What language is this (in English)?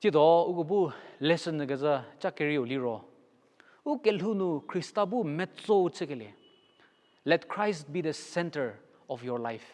Angami Naga